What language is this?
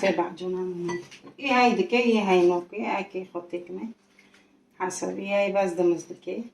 Kurdish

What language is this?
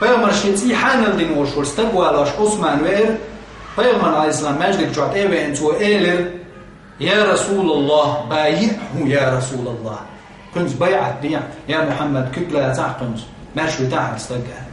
Chechen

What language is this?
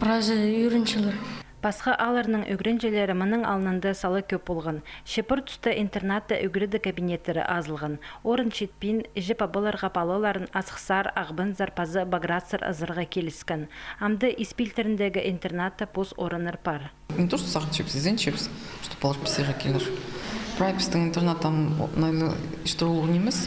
Khakas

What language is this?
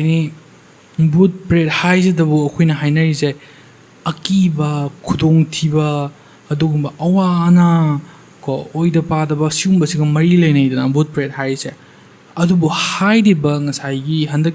Manipuri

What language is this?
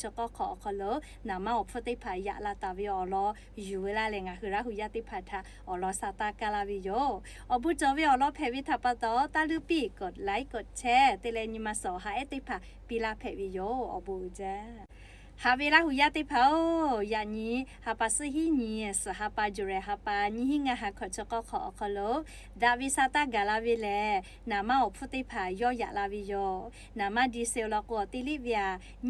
Lahu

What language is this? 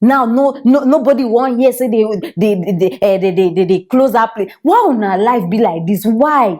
Nigerian Pidgin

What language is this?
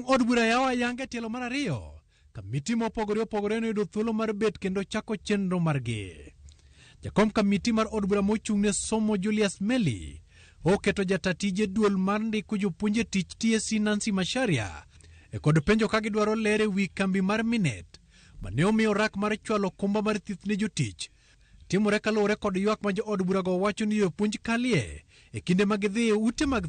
Luo (Kenya and Tanzania)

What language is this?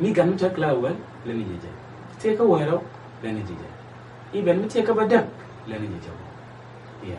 Nuer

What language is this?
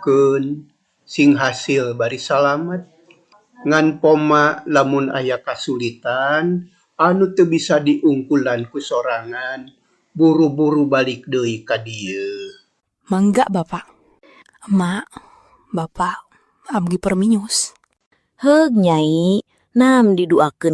Sundanese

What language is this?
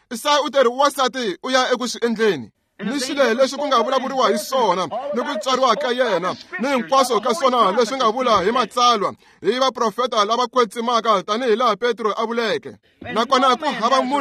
Tsonga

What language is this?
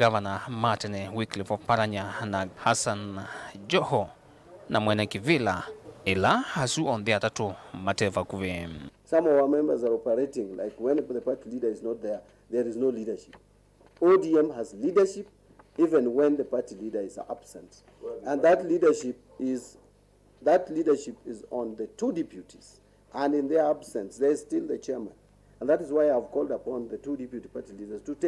Kamba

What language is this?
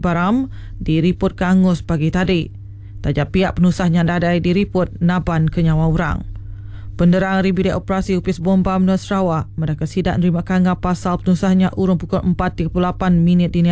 Iban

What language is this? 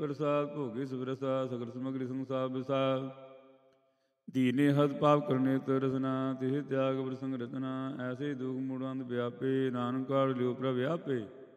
Punjabi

